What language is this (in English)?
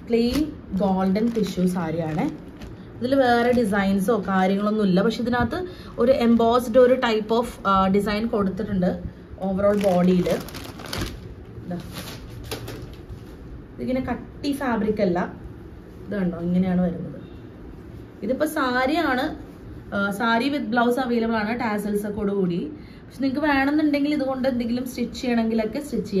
Malayalam